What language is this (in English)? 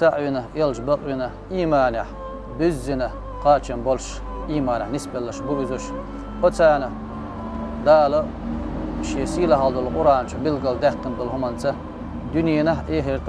Chechen